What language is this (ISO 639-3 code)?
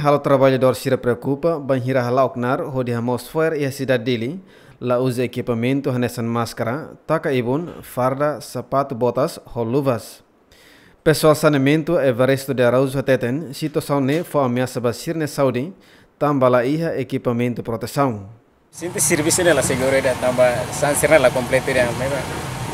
tet